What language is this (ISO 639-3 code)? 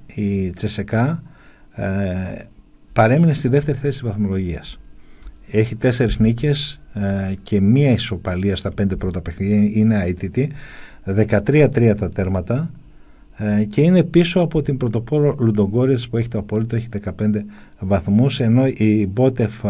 ell